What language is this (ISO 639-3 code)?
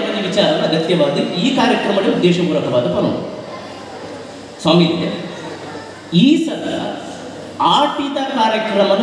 tcy